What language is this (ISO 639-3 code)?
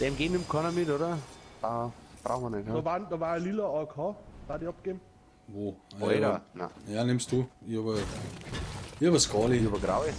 bar